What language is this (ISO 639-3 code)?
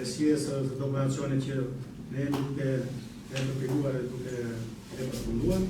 sqi